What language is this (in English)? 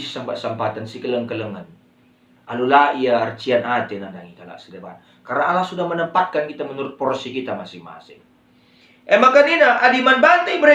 Batak Karo